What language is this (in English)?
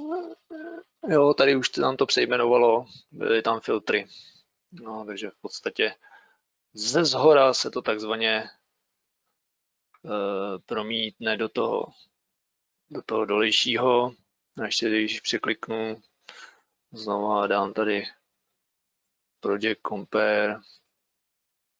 Czech